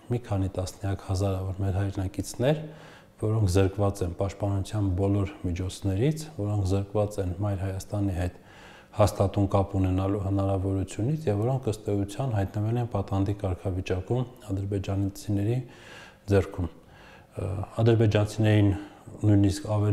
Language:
Armenian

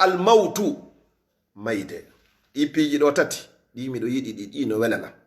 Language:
Fula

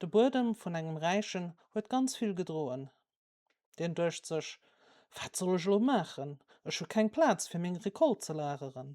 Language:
Luxembourgish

